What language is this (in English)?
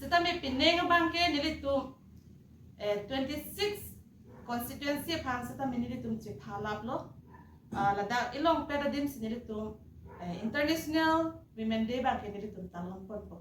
Karbi